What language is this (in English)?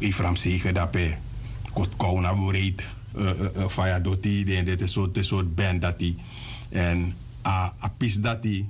Sranan Tongo